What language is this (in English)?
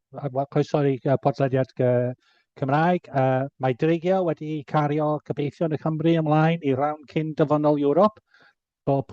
Welsh